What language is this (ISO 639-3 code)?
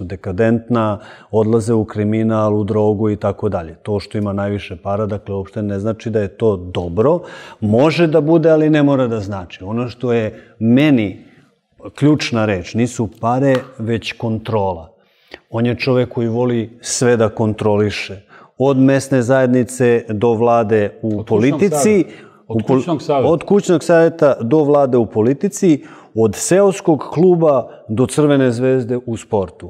srp